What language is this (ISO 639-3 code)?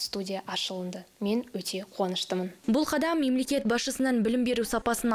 kaz